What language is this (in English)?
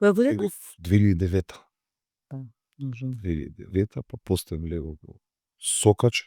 Macedonian